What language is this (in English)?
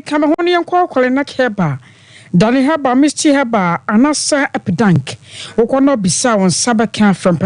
Akan